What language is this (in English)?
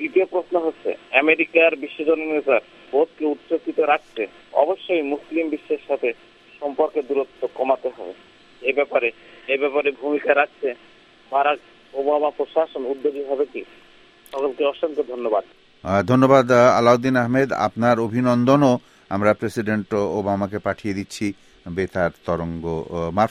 Bangla